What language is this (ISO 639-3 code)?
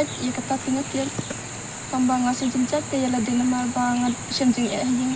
kha